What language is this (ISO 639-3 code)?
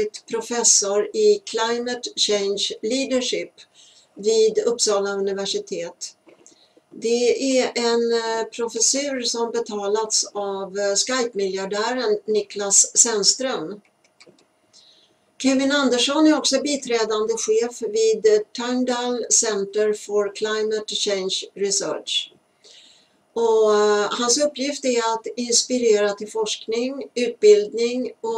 swe